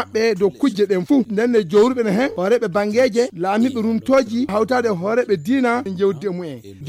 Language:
Fula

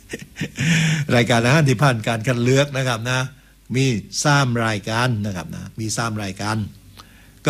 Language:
Thai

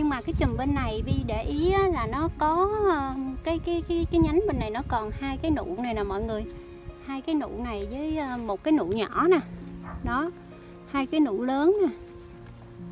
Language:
Vietnamese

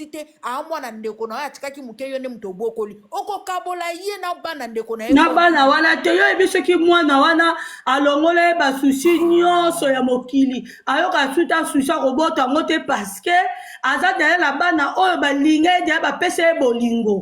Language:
Lingala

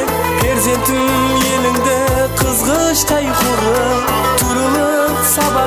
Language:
Kara-Kalpak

